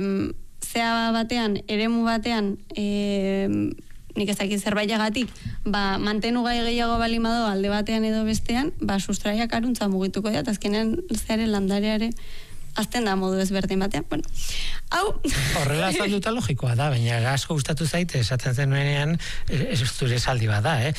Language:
Basque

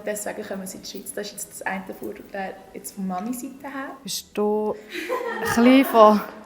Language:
Swiss German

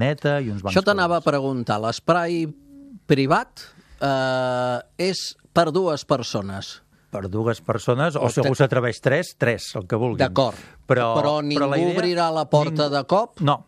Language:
Catalan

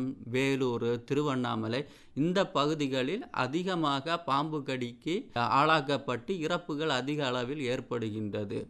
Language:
Tamil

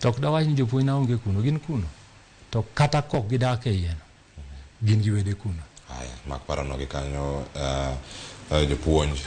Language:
Luo (Kenya and Tanzania)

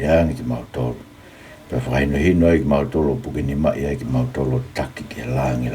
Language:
Tongan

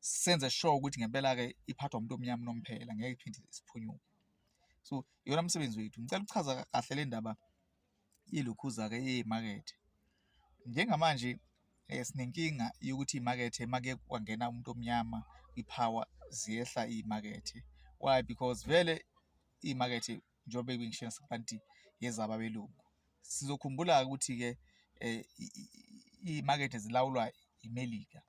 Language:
Zulu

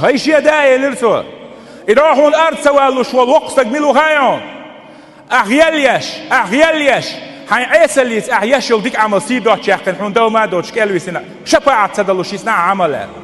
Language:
Chechen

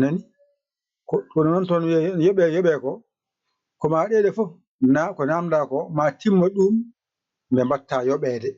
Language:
Fula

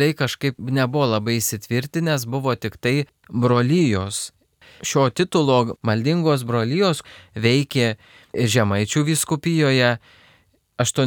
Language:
Lithuanian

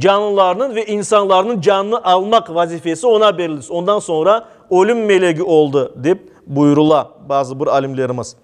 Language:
Crimean Tatar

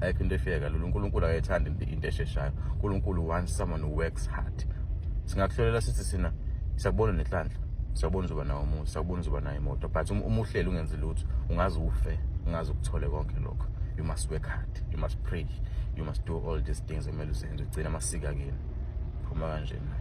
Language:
Zulu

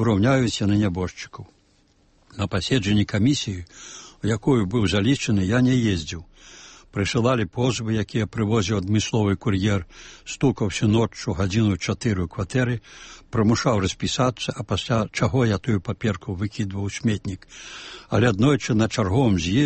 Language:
Belarusian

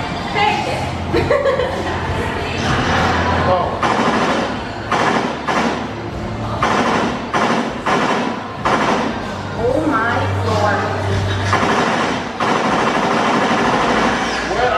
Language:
English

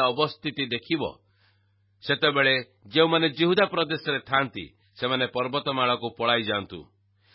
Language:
Odia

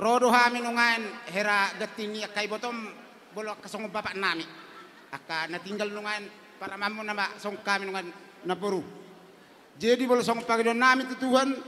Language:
Batak Toba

